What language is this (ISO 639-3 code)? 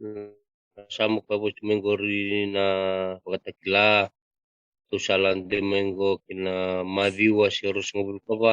fij